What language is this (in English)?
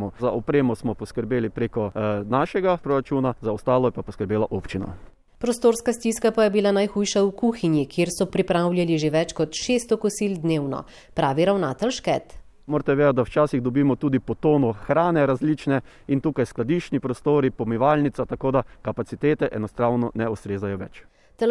Slovenian